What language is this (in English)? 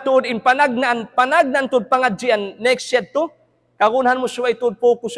Tausug